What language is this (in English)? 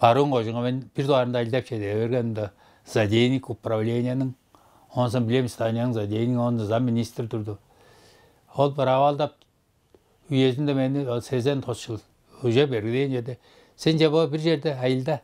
Tuvinian